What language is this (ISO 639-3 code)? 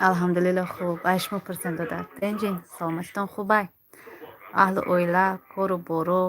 tgk